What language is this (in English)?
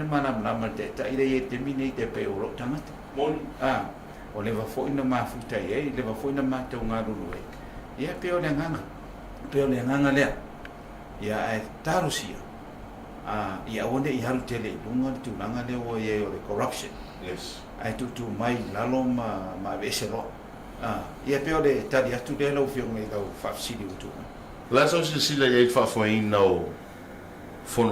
Samoan